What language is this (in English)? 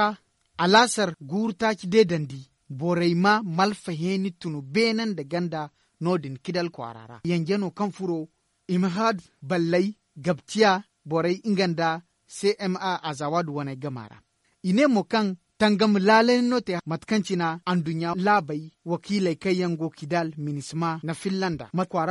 Zarma